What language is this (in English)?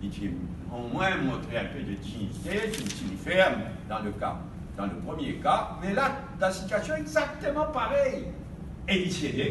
Morisyen